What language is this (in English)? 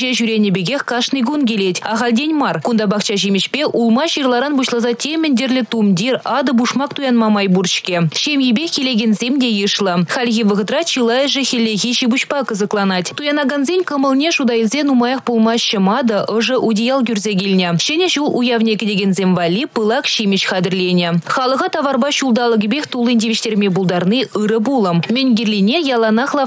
Chuvash